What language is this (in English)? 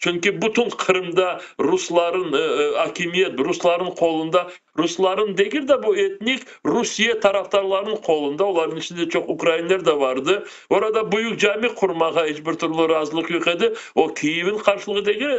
Crimean Tatar